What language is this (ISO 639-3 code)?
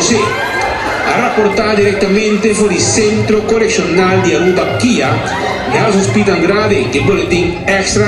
pap